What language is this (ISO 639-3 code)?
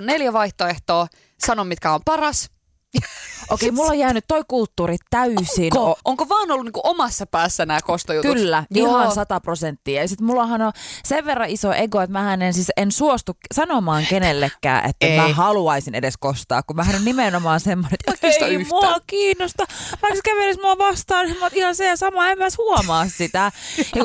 fin